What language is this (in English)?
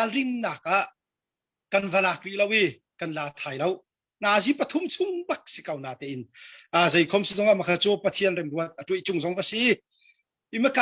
Hakha Chin